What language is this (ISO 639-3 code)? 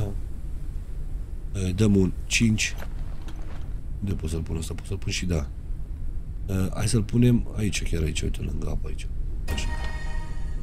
ron